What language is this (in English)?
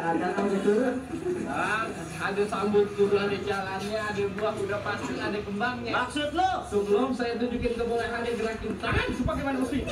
Betawi